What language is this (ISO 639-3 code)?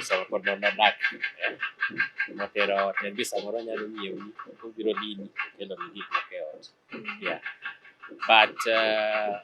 luo